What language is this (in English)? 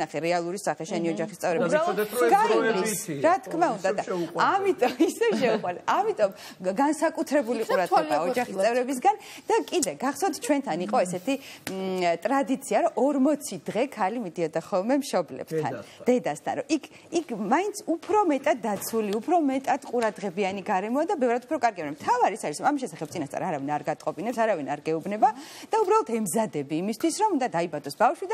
Georgian